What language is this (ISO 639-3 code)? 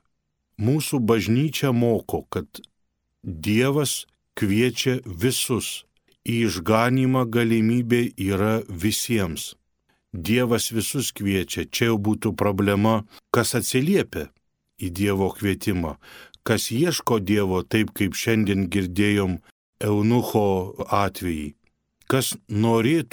lit